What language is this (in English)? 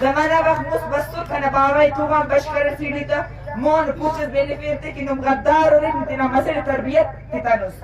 Eastern Balochi